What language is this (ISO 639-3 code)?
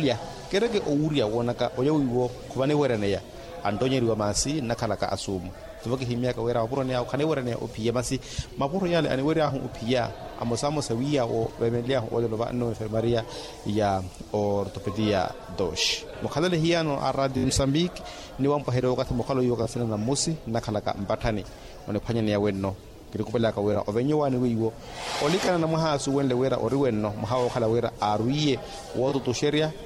vmw